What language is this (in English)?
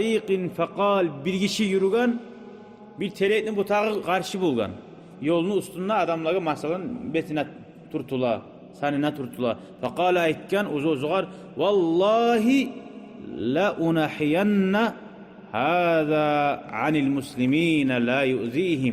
Kumyk